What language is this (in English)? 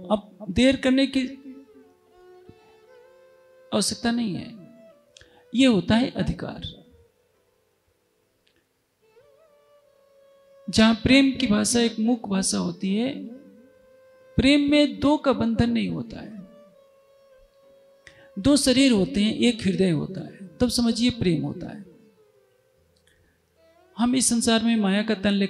Hindi